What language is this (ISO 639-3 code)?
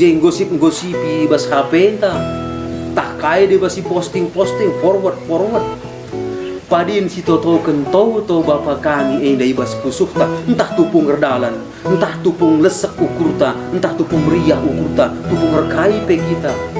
btx